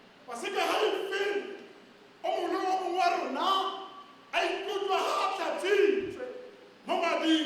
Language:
Tswana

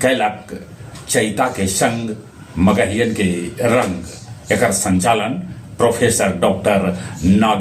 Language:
Magahi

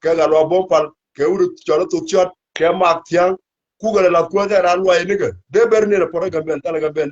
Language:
Nuer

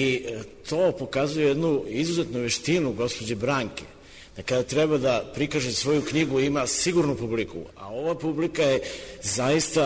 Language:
Serbian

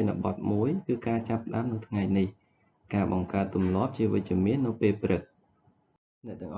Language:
Khmer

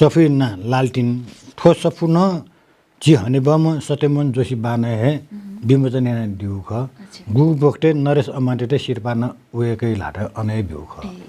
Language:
Newari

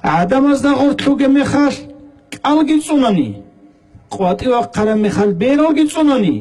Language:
Avaric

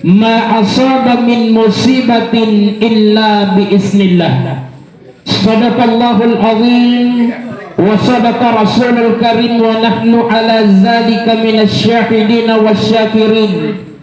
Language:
Buginese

